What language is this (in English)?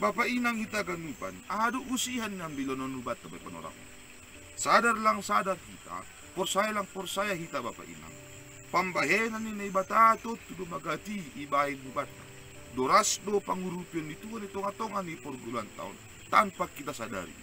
Batak Simalungun